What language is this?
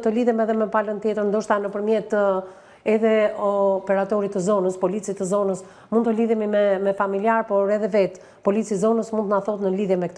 Albanian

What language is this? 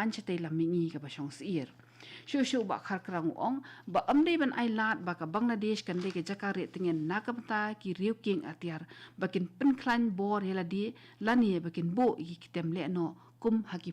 Khasi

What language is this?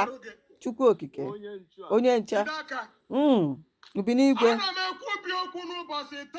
Igbo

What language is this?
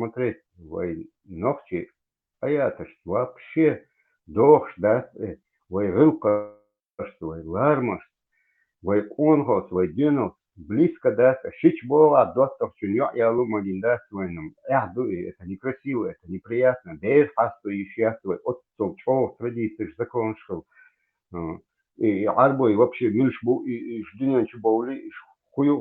Chechen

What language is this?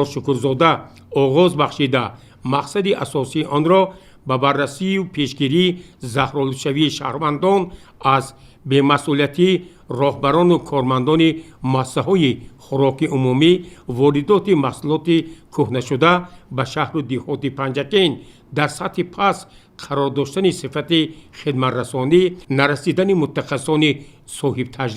Tajik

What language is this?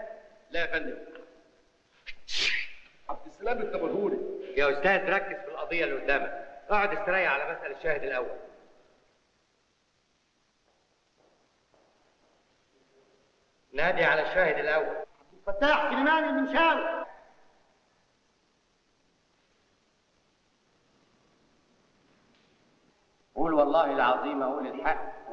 Egyptian Arabic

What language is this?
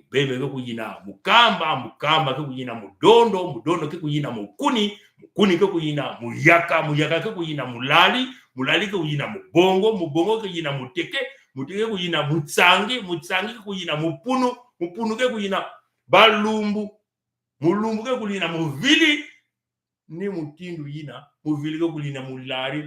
Kituba (Congo)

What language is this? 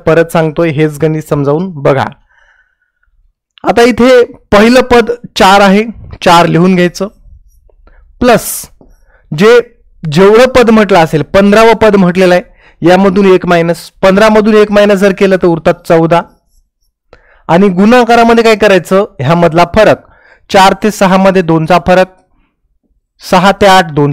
Marathi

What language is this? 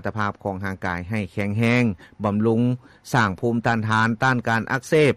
Lao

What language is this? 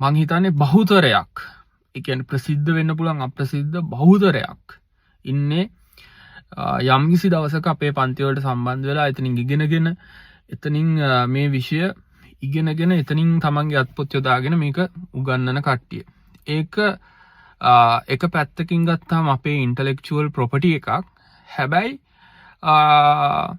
Sinhala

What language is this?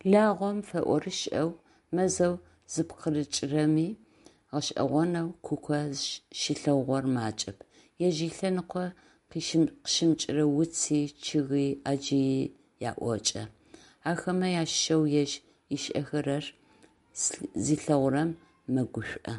Adyghe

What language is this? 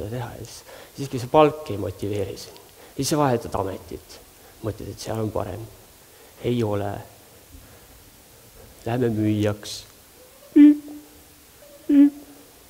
Estonian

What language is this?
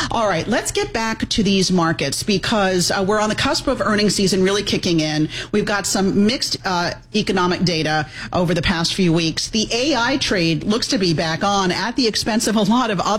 English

